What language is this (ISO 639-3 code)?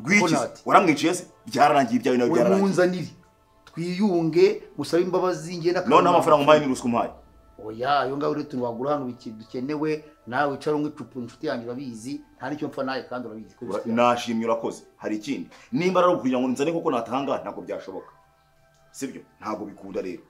kin